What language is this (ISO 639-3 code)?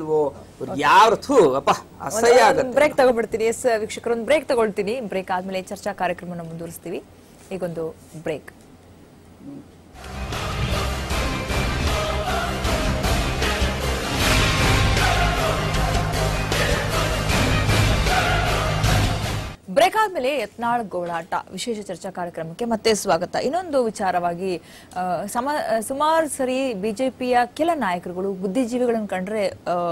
kan